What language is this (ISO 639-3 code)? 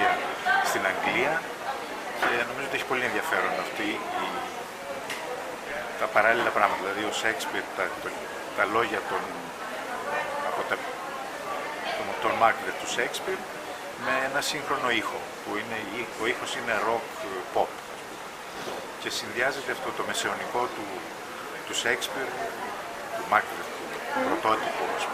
ell